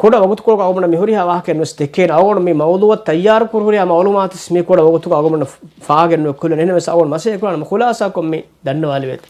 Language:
Divehi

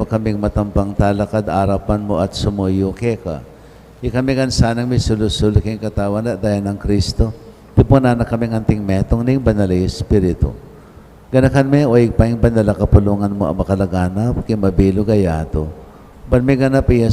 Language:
Pampanga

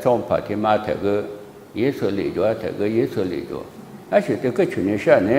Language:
Lisu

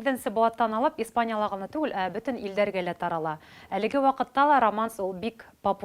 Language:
Bashkir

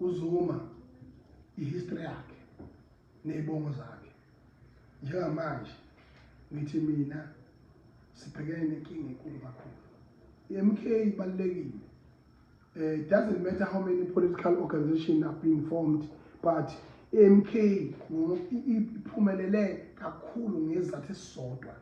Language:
Zulu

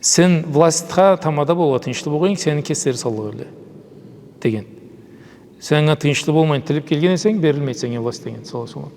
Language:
Karachay-Balkar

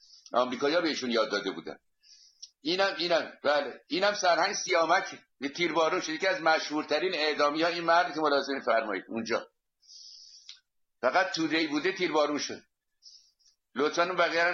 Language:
Persian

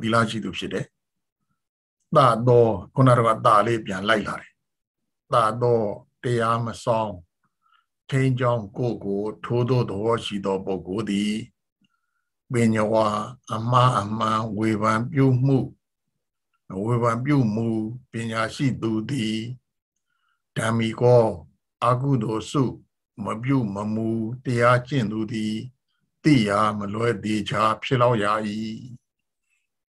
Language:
Burmese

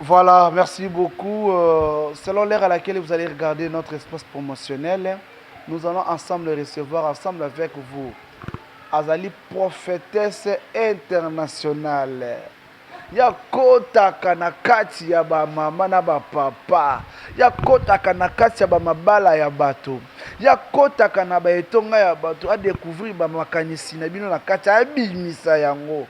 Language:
Lingala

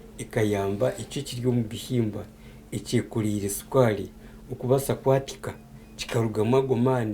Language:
Nyankole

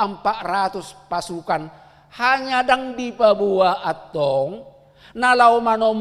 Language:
Batak Toba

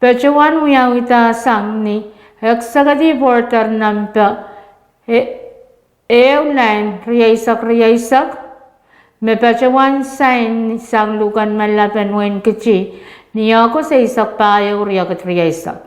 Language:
Pohnpeian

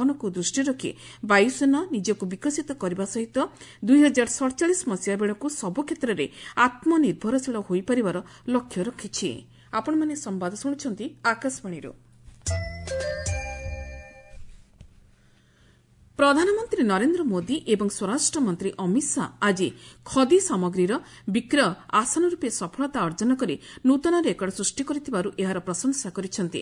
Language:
Odia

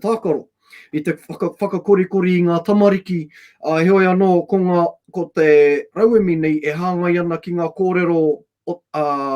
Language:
Māori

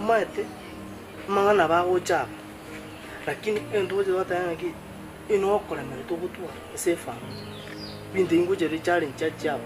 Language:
Gusii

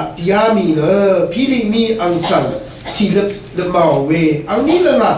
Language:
Rawang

